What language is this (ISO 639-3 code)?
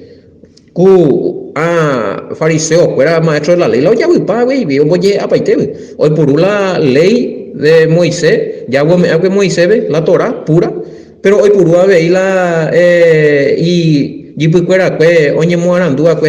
grn